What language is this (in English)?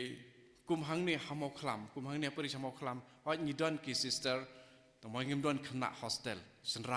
Khasi